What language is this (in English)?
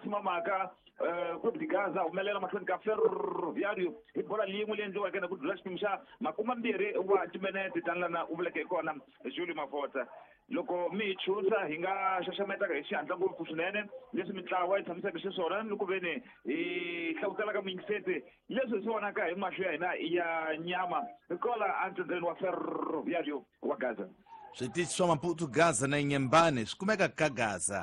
Tsonga